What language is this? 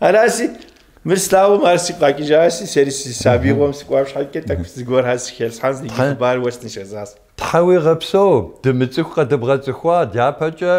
Kabardian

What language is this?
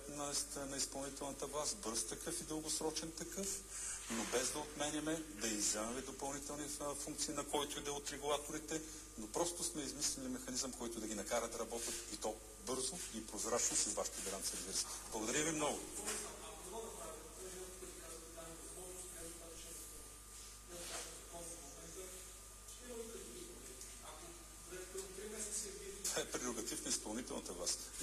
Bulgarian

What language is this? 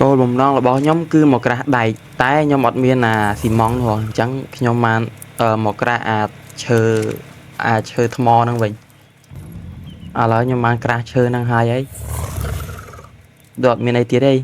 Khmer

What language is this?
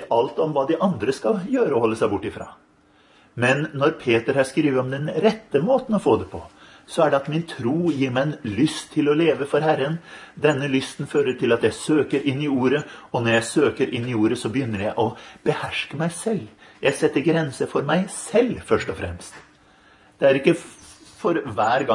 Norwegian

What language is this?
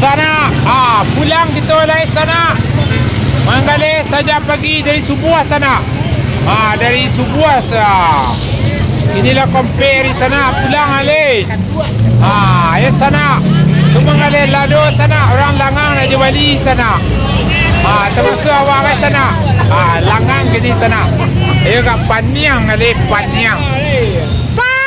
Minangkabau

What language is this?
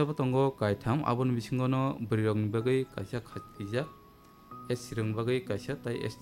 Kok Borok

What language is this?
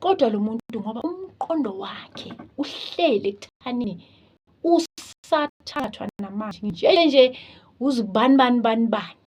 Zulu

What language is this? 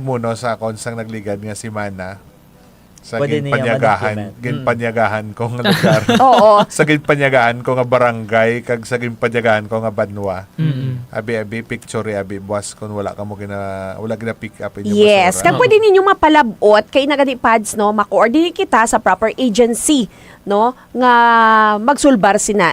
Hiligaynon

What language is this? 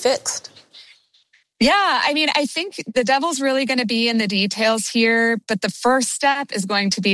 English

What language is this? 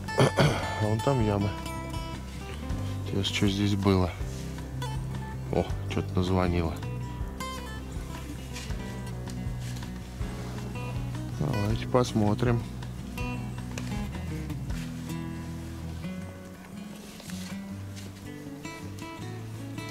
Russian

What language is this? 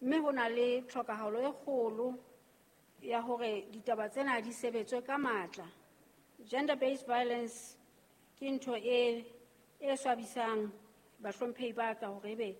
Southern Sotho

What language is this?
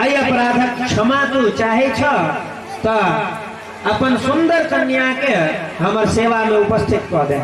Maithili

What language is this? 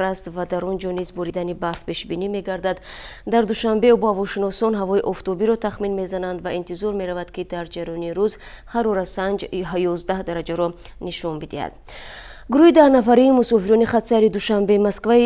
Tajik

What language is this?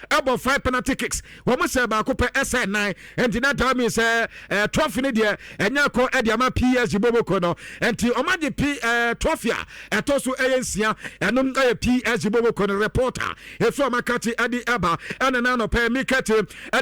Akan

